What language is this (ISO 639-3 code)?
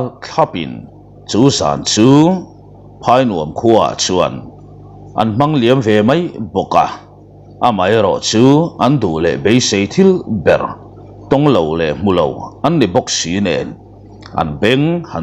lus